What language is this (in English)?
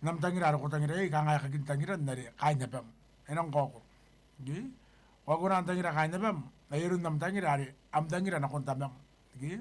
Gilbertese